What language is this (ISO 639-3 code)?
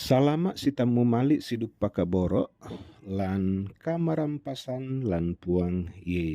sda